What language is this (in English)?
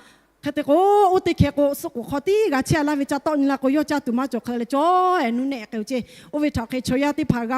Lahu